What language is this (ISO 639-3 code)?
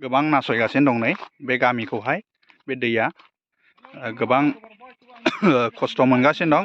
brx